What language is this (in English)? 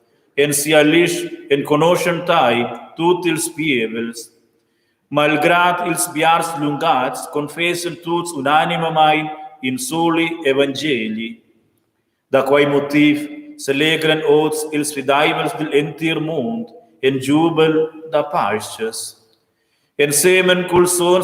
Romansh